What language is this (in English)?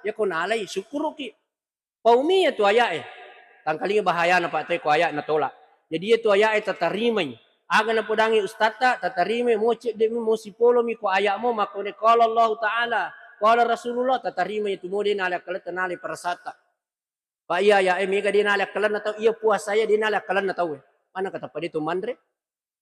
Buginese